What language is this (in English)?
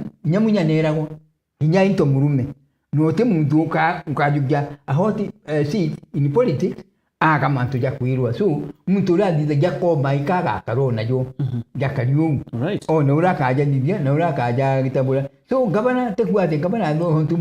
Meru